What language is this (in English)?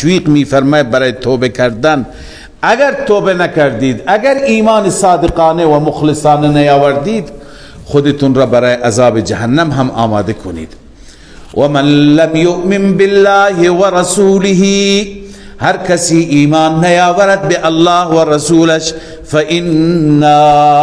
Persian